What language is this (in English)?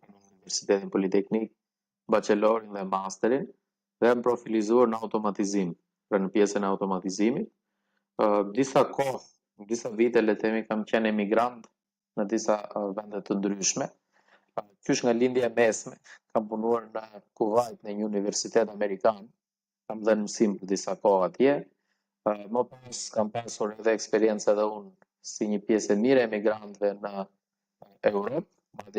Albanian